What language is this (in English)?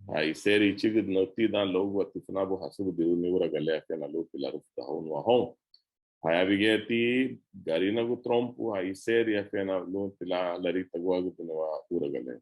Garifuna